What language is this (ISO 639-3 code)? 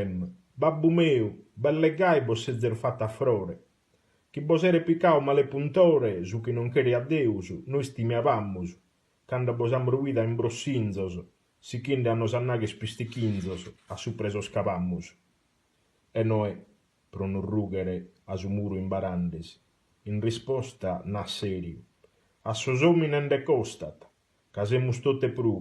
srd